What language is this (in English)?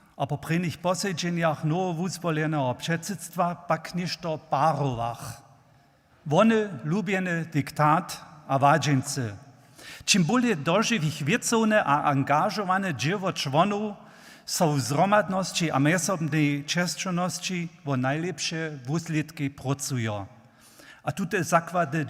Upper Sorbian